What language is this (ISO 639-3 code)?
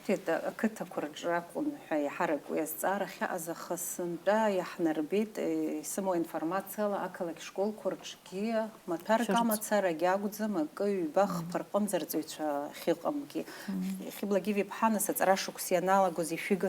abk